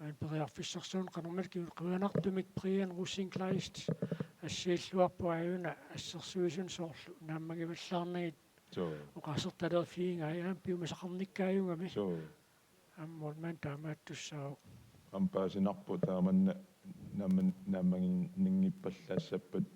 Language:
Kalaallisut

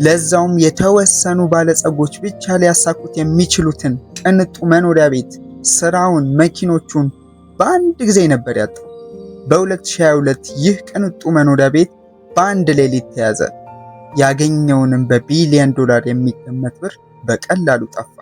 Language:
Amharic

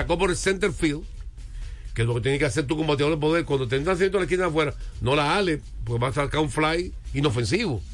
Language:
Spanish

